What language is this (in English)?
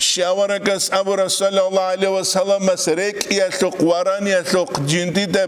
Avaric